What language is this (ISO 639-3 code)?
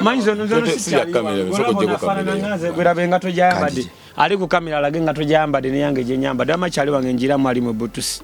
lug